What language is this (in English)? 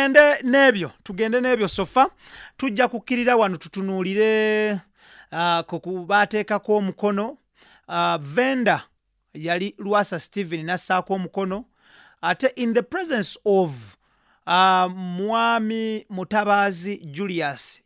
Ganda